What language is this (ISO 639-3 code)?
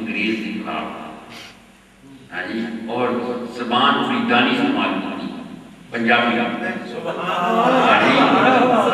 urd